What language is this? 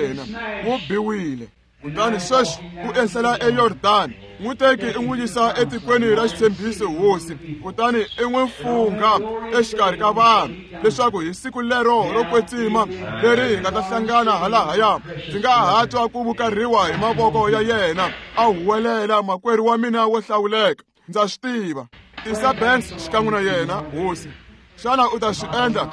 Tsonga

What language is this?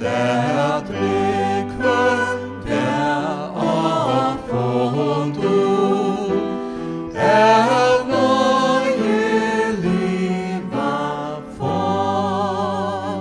Faroese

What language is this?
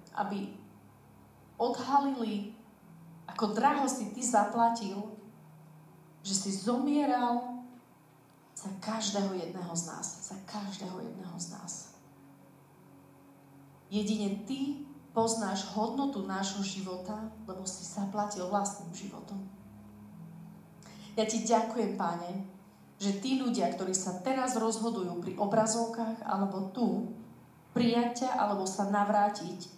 Slovak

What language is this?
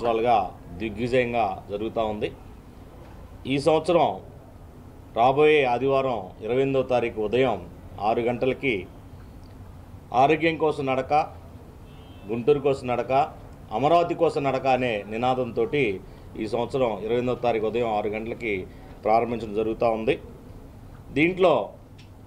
Telugu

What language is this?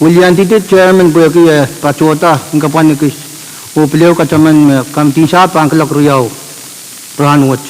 Pohnpeian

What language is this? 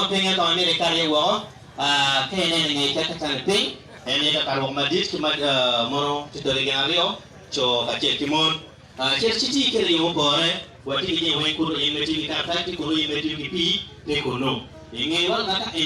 Acoli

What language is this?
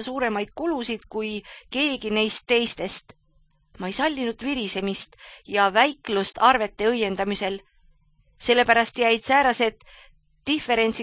Estonian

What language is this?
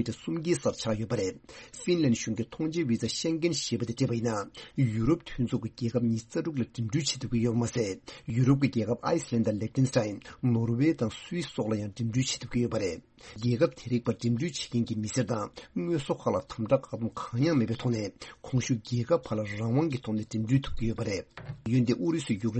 Tibetan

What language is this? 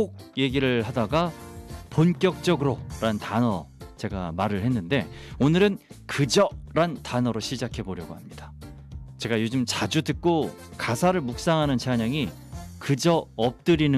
Korean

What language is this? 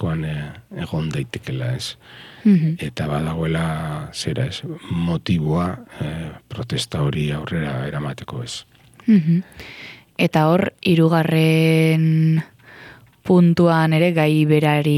Basque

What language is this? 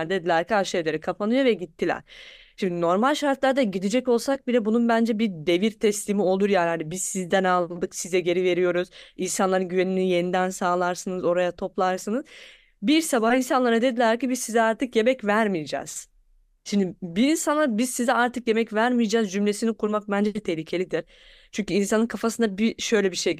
Turkish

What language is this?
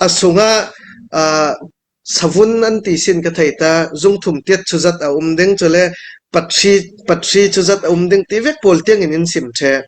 Falam Chin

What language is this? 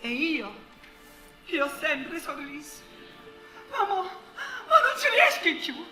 Neapolitan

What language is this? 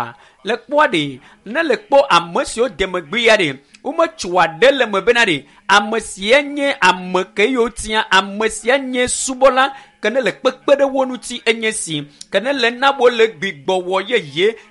Ewe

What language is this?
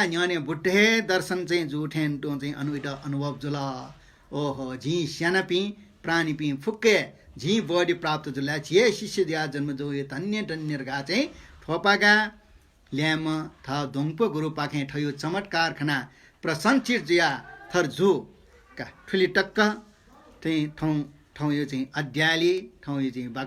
Newari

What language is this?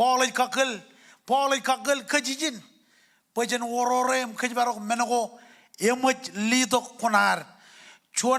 Marshallese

